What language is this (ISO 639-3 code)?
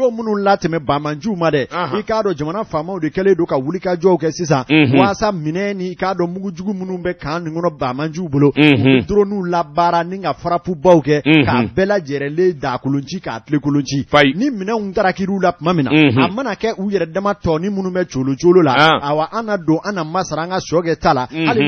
bam